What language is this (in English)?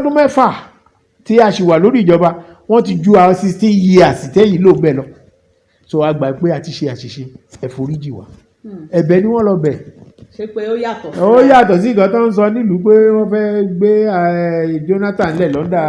Yoruba